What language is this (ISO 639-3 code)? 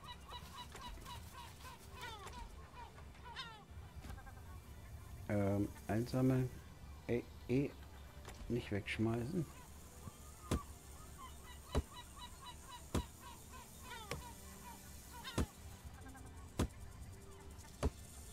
deu